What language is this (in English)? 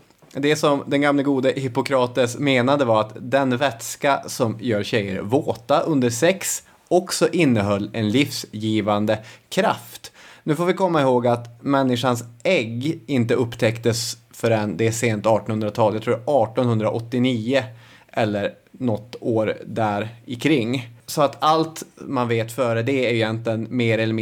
Swedish